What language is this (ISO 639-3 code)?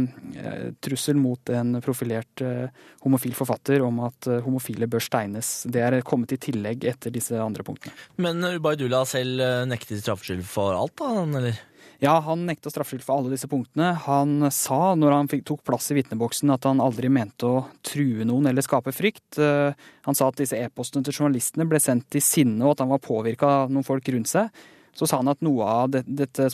nor